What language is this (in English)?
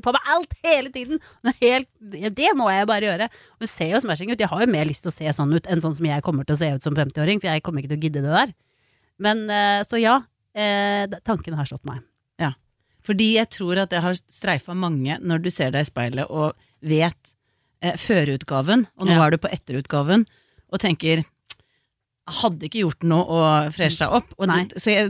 Norwegian